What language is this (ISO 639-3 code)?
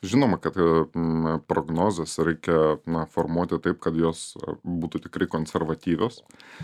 lit